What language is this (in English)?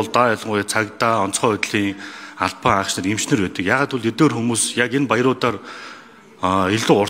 Mongolian